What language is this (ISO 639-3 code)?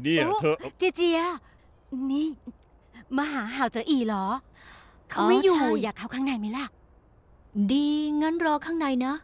tha